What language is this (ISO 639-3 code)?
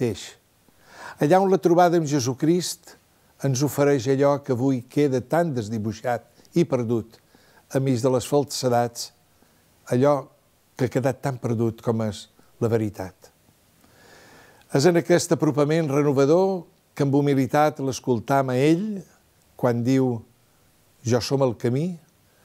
cat